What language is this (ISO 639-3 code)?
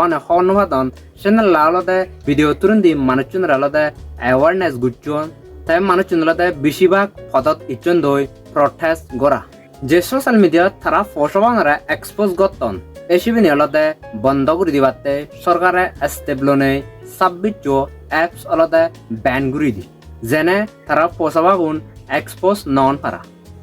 ccp